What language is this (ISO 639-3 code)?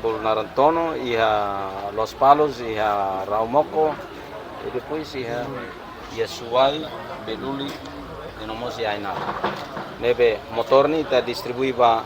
tet